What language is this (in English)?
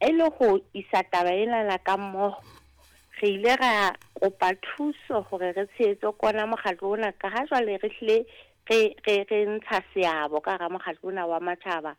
Southern Sotho